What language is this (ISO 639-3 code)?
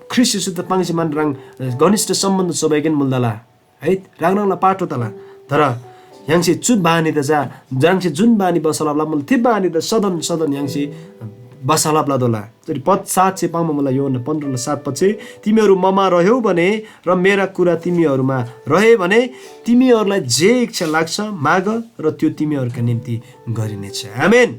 taj